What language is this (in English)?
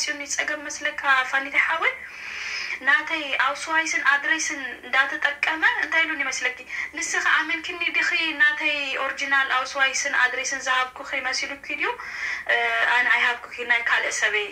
Tigrinya